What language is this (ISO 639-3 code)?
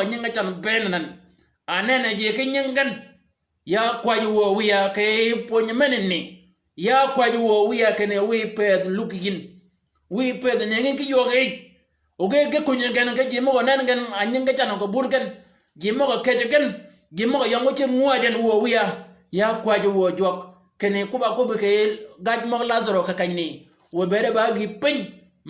shk